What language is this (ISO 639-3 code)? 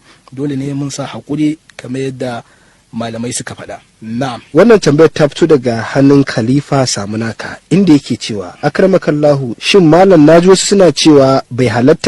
hau